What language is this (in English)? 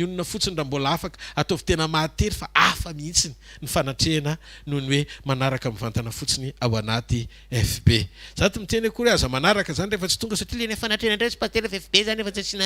Malagasy